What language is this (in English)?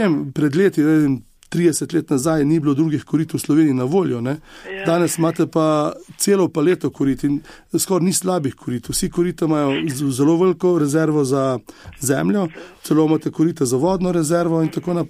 Slovenian